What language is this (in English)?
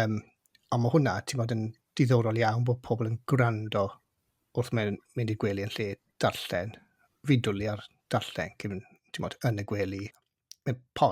Welsh